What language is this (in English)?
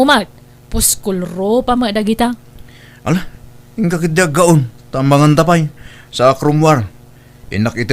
Iloko